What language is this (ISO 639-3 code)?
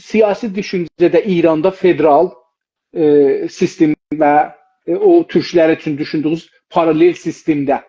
azb